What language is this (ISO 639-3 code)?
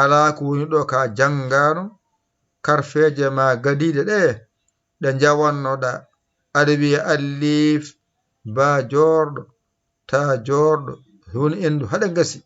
ful